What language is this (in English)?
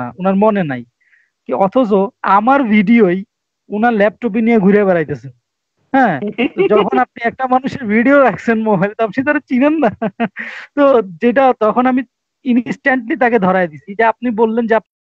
Bangla